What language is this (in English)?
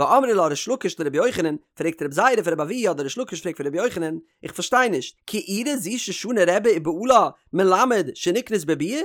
Yiddish